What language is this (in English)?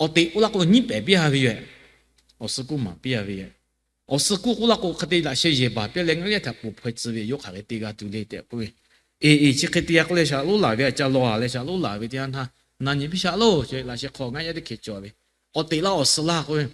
Lahu